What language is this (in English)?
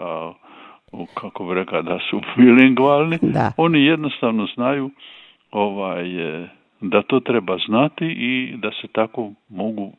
Croatian